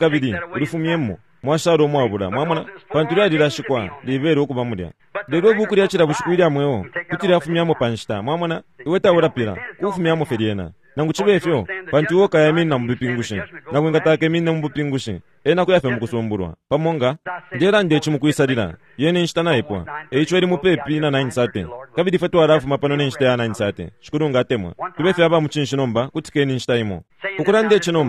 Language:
Bemba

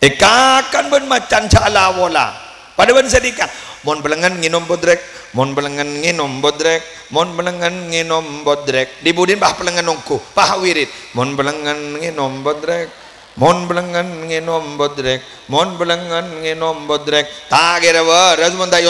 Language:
Madurese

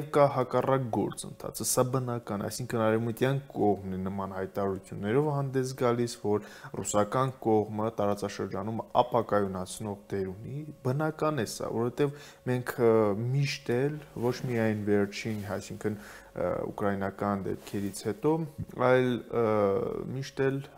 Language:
Armenian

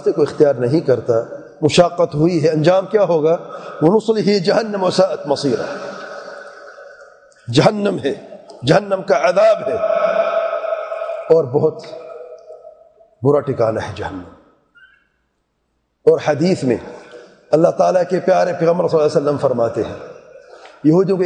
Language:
Urdu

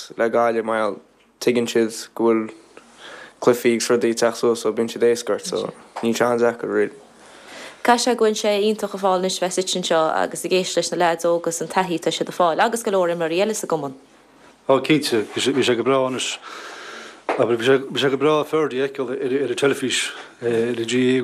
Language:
Irish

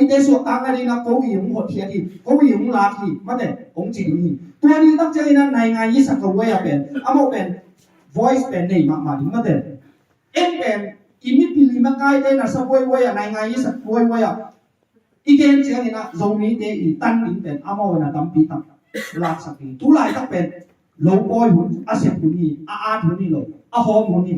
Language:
Tedim Chin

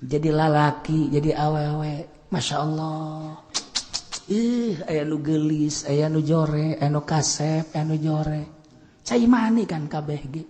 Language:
Sundanese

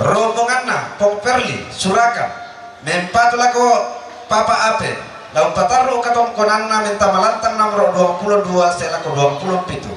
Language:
Toraja-Sa'dan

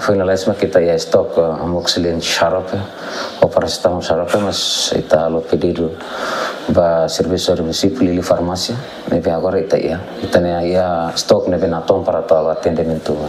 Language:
Tetum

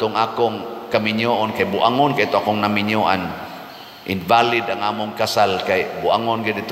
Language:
Cebuano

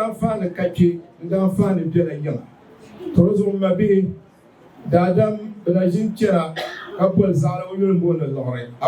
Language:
Dagbani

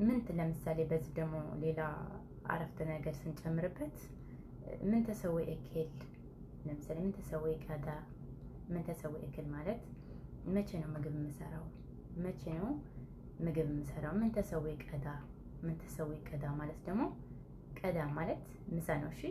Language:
Amharic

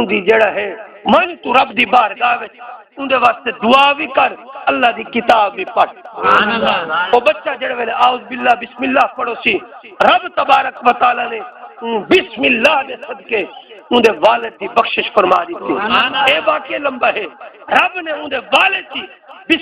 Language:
Saraiki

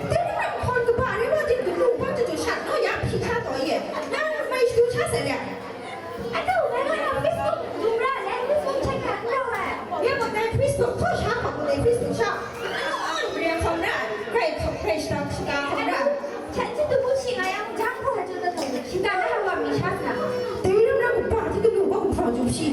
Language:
Kachin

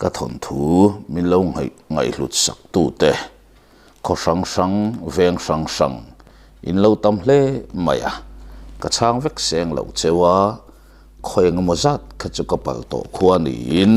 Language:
Mizo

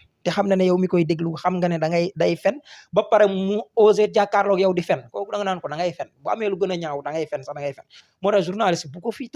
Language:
Wolof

